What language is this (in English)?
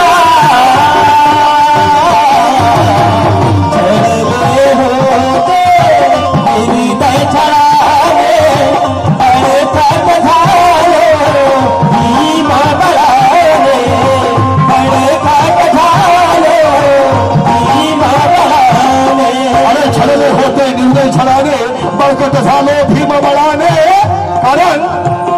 Marathi